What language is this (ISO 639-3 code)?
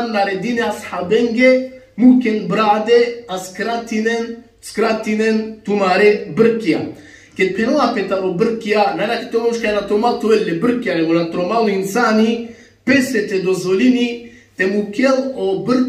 rmn